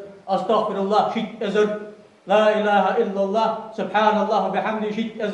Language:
Ingush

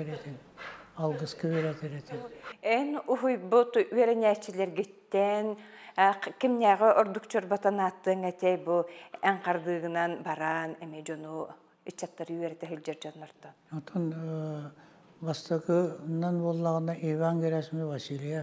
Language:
Yakut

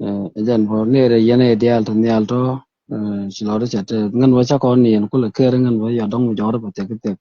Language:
Nuer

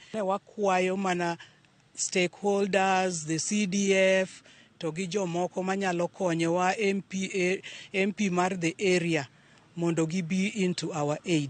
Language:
Luo (Kenya and Tanzania)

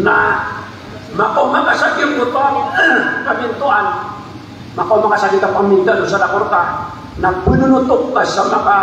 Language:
Maranao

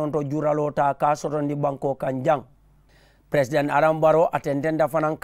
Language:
Mandingo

